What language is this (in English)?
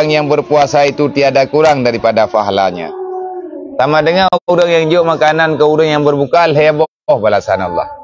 Achinese